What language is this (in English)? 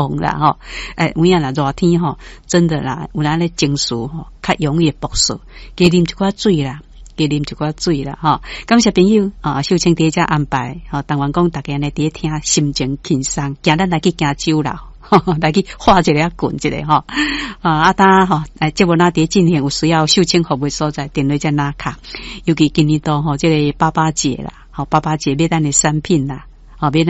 Min Nan Chinese